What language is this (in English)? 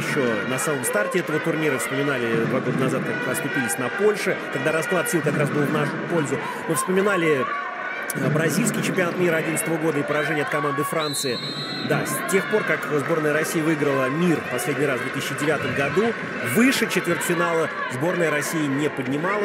Russian